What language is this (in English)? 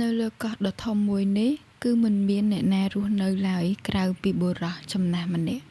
Khmer